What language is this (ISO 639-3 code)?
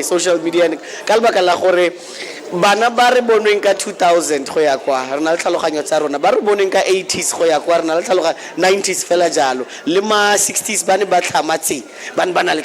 tsn